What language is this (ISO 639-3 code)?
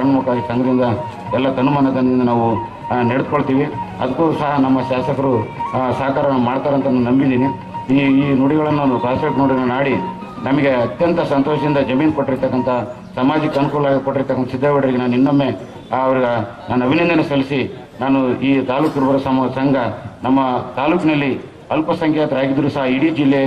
kan